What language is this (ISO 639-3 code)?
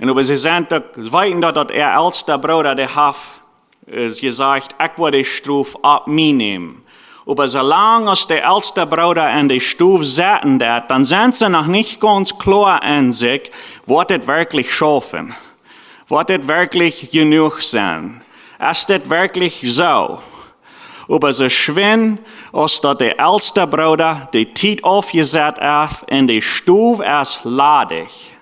pdt